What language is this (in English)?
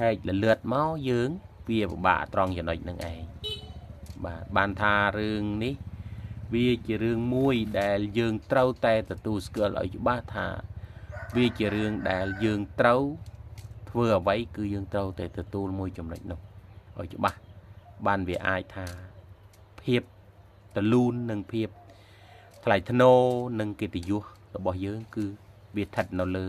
Khmer